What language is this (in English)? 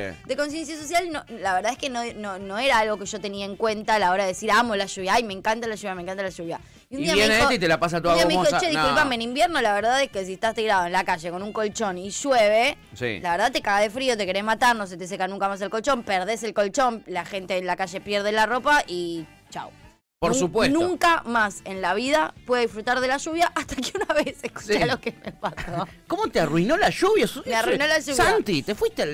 Spanish